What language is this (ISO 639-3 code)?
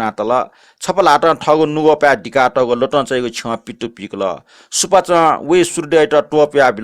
new